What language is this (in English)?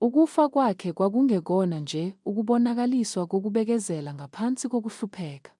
Zulu